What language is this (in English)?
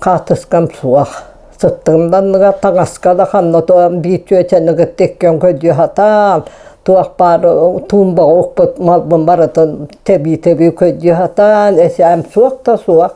Yakut